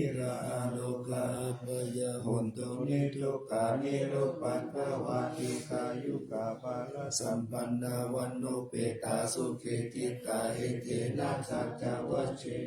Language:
Pali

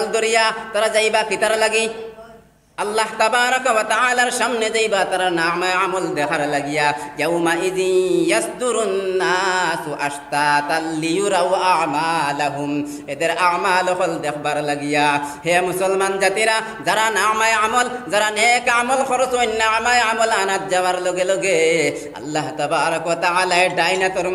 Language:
Sylheti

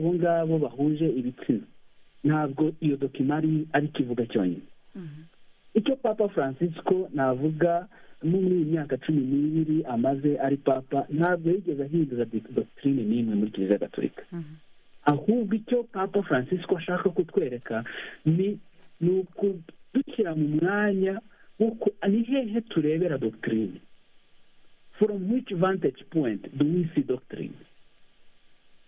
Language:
Kinyarwanda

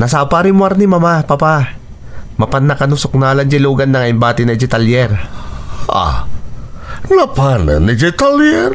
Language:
Iloko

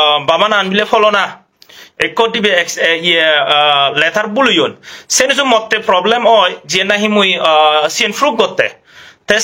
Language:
Chakma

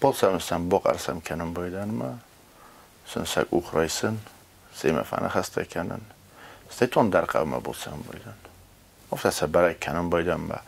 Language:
Ossetic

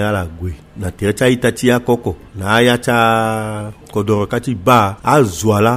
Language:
Sango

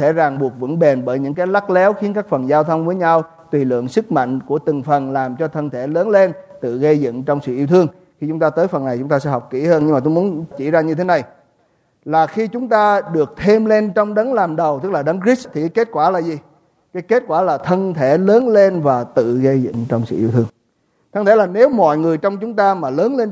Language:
Vietnamese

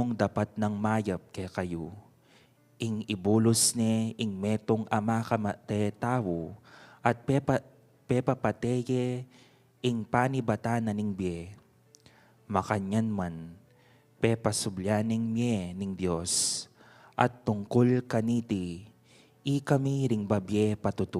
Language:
Pampanga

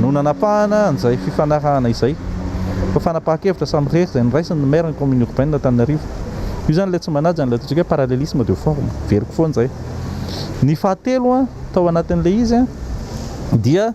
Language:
Malagasy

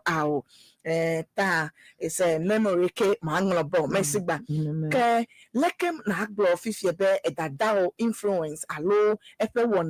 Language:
Ewe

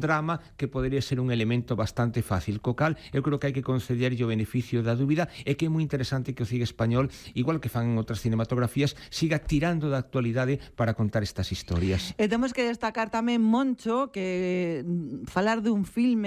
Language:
Galician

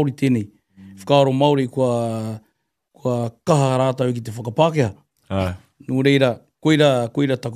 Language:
Māori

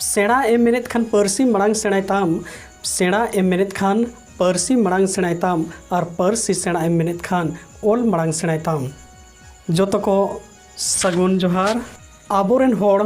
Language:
Santali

